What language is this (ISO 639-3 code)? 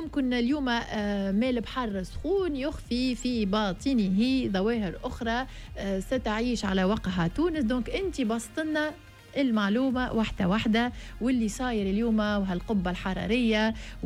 aeb